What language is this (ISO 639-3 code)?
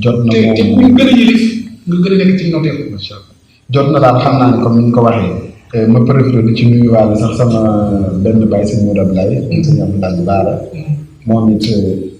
wol